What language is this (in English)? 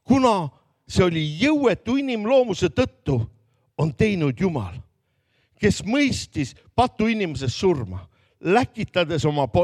Estonian